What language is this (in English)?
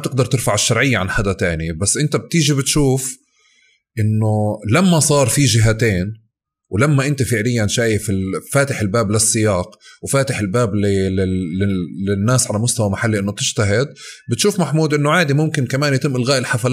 North Levantine Arabic